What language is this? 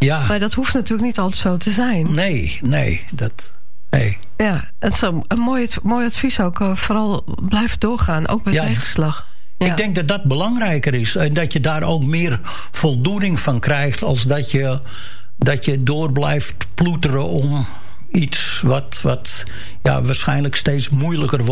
Dutch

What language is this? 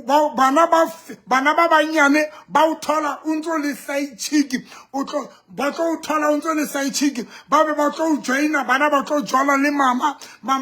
Southern Sotho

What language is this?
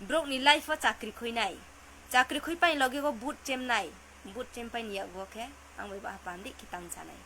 Riang (India)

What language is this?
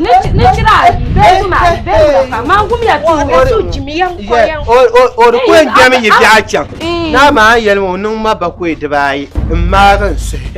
Dagbani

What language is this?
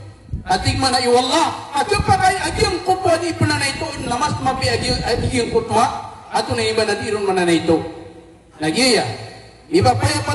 Maranao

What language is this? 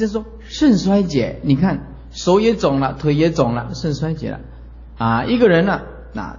Chinese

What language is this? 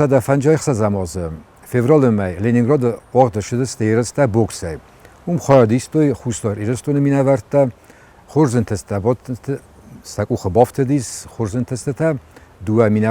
Ossetic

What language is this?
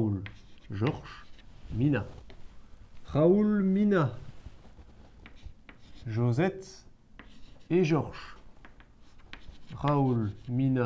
French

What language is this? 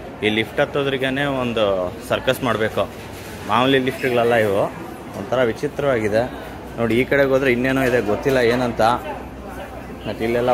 Kannada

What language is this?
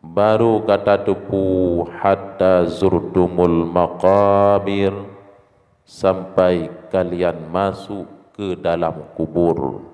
Achinese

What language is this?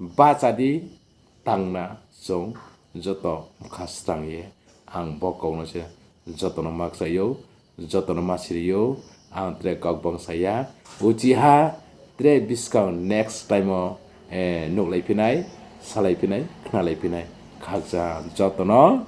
Riang (India)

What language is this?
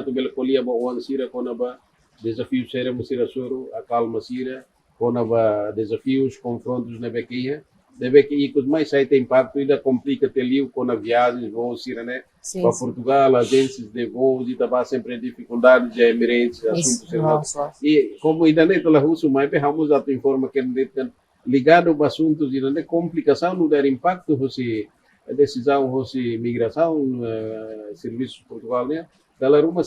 Tetum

